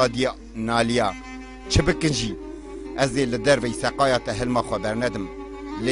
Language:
Kurdish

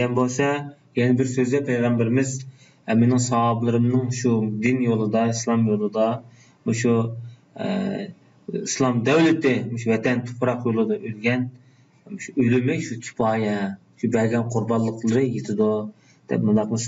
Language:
Uyghur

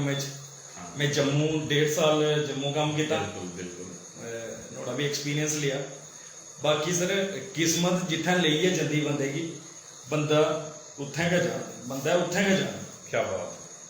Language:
Dogri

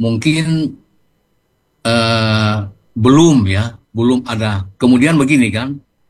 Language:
Indonesian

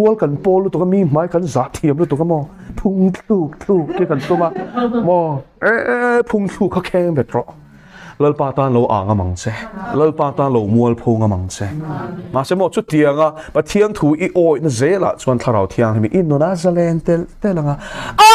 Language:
Mizo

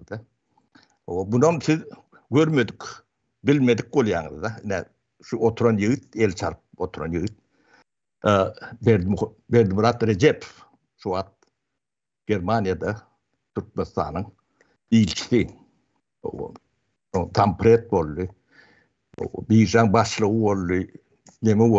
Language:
Turkmen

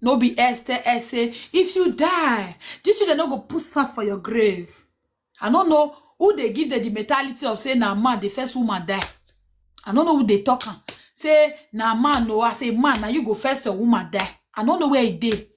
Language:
Nigerian Pidgin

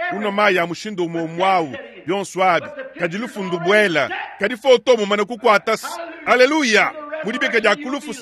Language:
Luba-Lulua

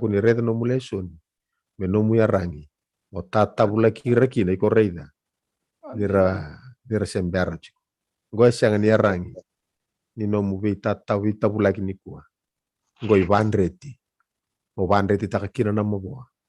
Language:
Fijian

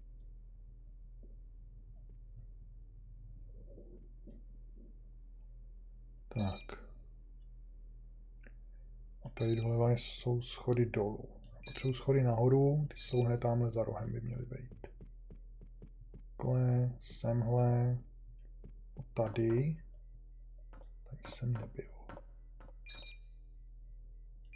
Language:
Czech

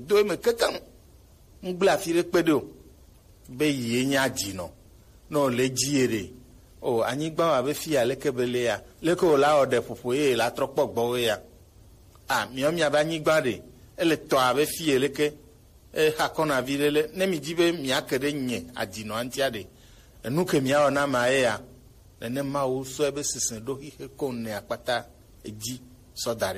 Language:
Gen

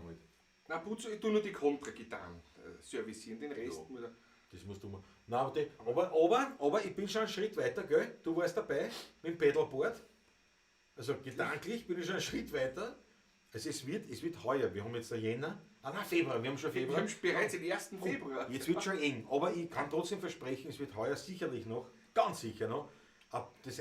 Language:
Bavarian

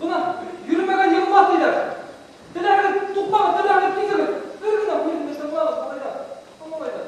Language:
Bashkir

